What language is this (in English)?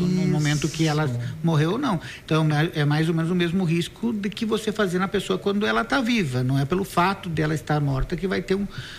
Portuguese